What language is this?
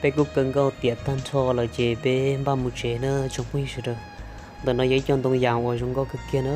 Hmong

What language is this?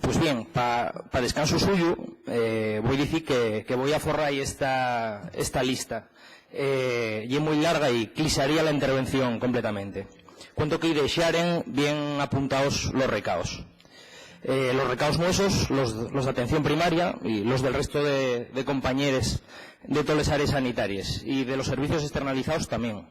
Asturian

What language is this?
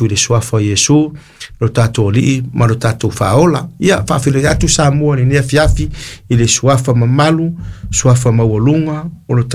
Samoan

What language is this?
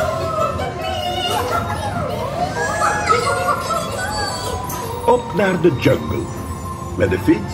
Dutch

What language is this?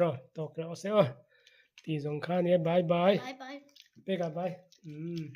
Mizo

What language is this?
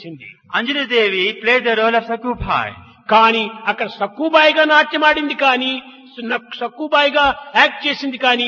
Telugu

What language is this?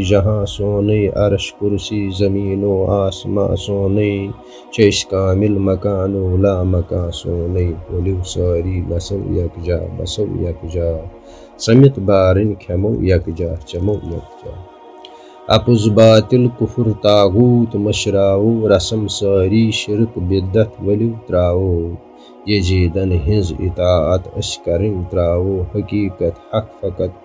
Kashmiri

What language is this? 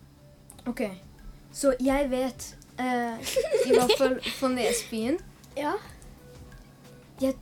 Norwegian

